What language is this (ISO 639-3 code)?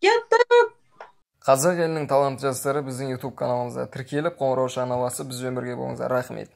kaz